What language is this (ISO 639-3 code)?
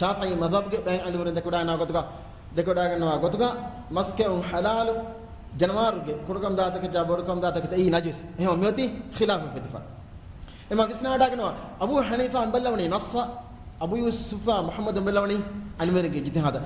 div